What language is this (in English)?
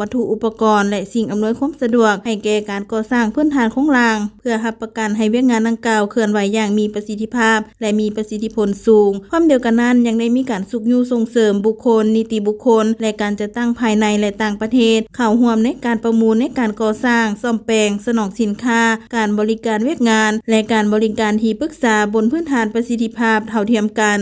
Lao